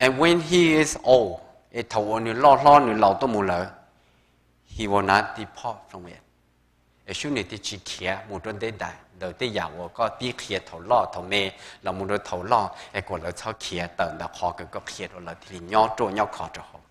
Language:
Hmong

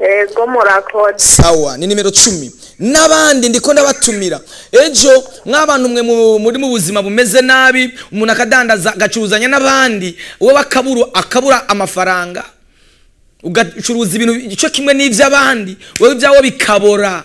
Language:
Rundi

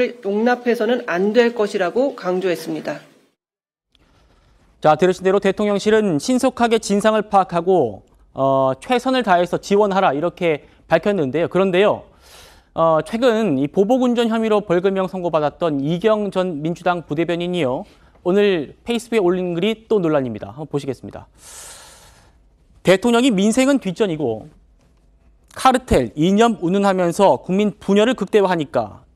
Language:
Korean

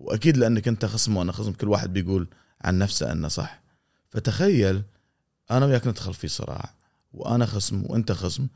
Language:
Gulf Arabic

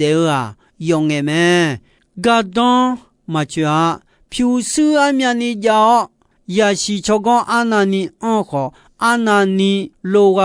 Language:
Akha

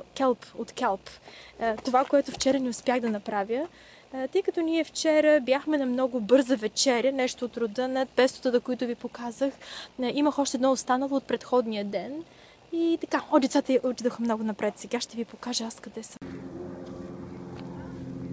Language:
Bulgarian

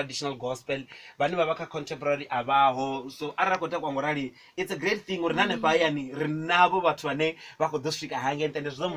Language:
Venda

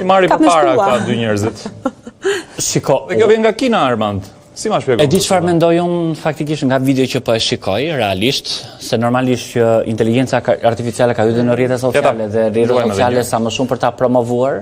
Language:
Albanian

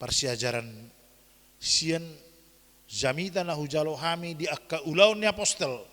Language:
Batak Toba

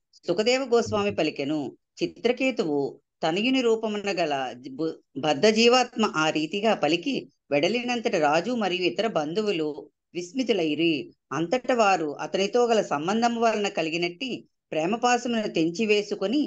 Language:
Telugu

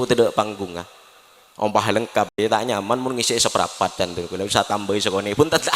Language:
Madurese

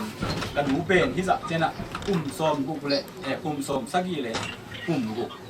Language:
Tedim Chin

